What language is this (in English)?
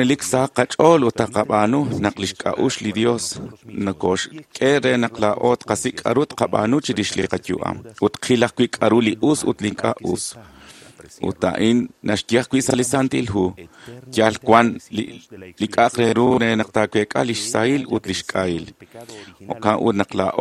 Kekchí